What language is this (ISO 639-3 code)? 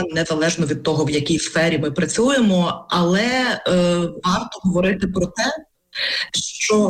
ukr